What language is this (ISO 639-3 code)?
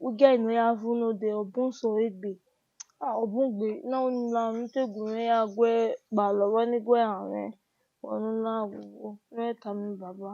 bin